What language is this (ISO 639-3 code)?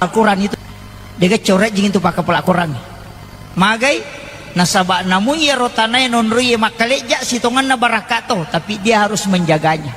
bug